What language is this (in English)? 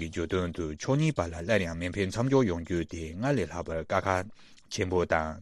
Tibetan